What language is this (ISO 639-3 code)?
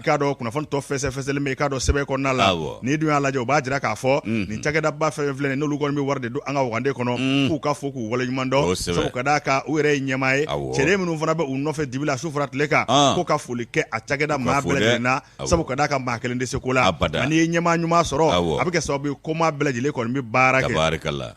bam